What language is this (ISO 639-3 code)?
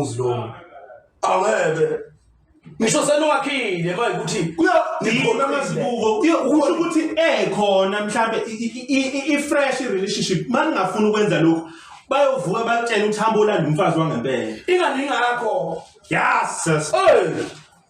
zul